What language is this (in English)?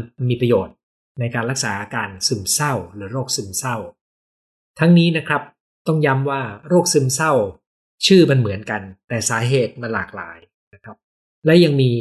Thai